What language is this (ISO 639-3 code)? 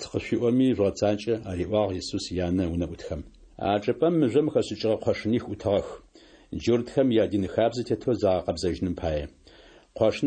ady